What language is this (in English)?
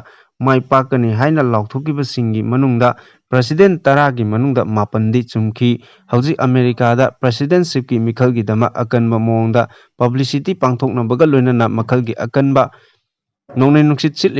Manipuri